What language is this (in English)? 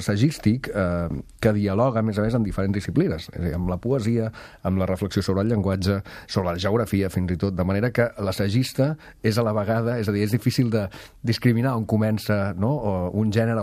Catalan